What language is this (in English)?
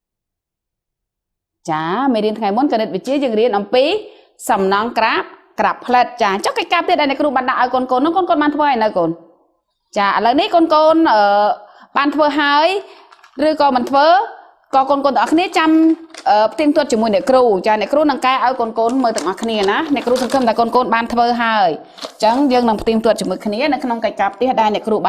Khmer